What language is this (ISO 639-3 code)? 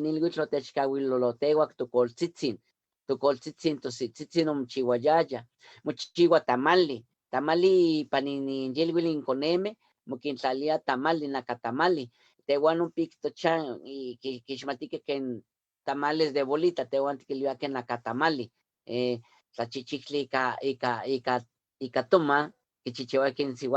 nhe